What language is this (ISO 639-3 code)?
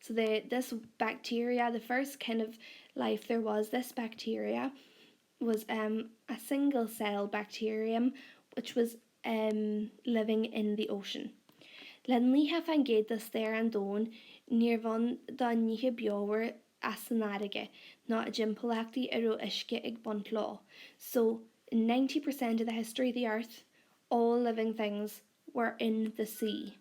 gle